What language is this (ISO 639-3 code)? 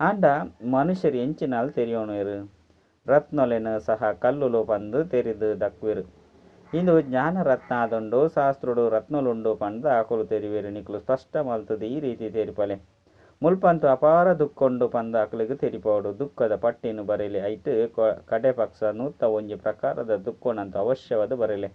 tcy